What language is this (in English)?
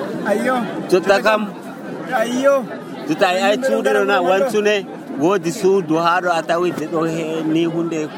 Nigerian Fulfulde